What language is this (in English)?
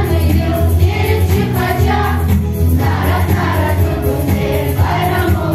Crimean Tatar